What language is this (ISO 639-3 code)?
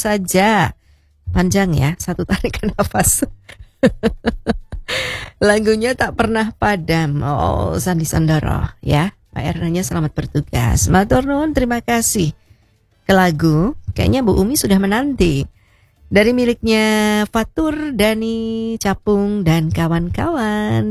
ind